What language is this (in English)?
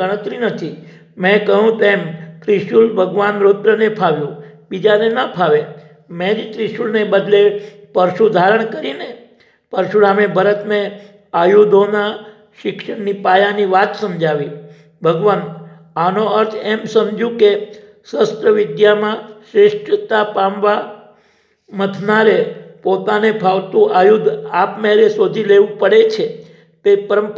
Gujarati